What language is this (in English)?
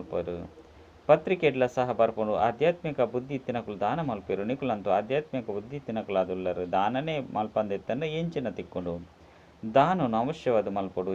Tulu